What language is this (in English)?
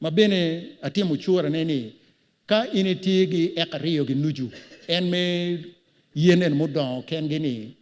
Acoli